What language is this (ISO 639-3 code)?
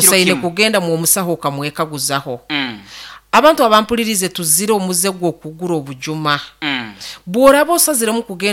nyo